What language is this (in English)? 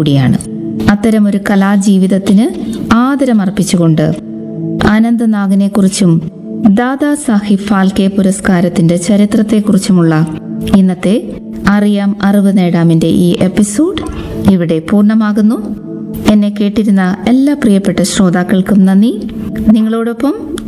Malayalam